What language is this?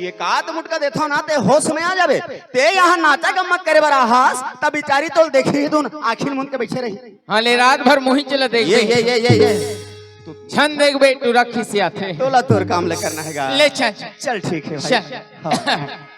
Chhattisgarhi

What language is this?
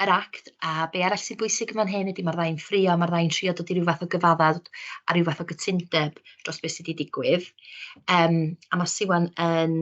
Welsh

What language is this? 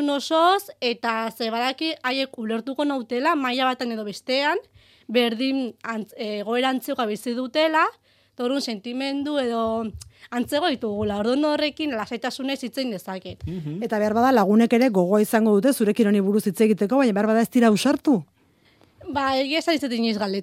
Basque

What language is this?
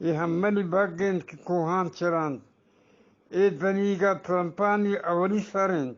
Eastern Balochi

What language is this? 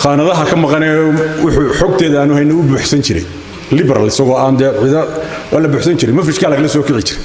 Somali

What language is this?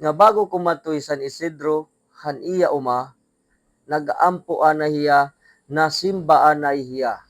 Waray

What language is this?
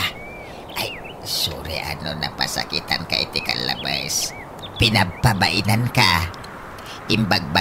Iloko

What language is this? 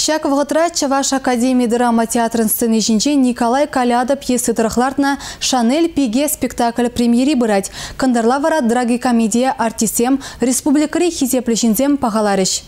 Chuvash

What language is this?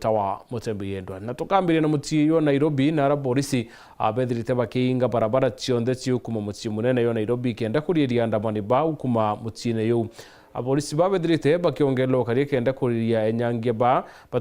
Meru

